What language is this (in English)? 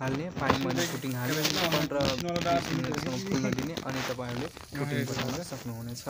Nepali